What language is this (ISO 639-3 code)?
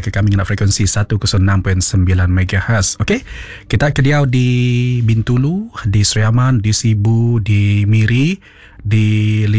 iba